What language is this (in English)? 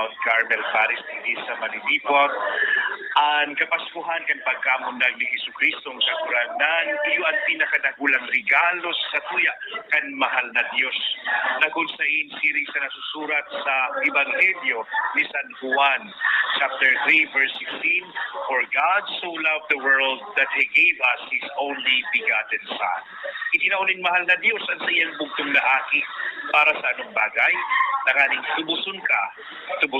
Bikol